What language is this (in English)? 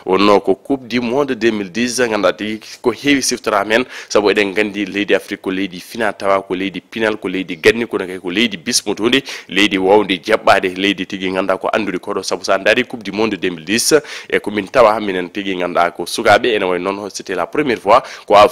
Fula